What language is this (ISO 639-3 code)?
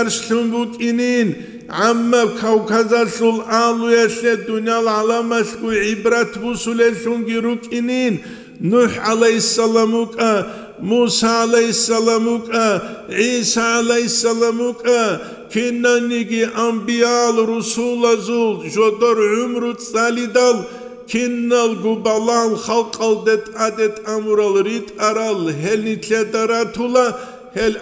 ava